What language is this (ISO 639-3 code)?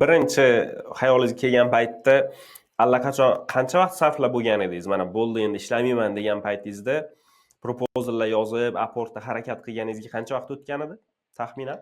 uzb